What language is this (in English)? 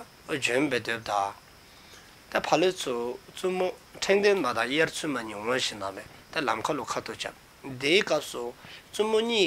Dzongkha